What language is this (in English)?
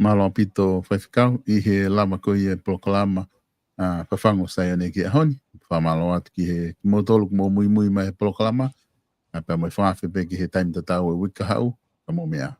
Tongan